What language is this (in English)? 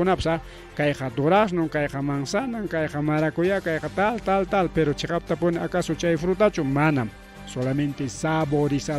Ayacucho Quechua